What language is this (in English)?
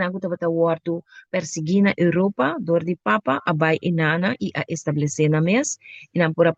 Papiamento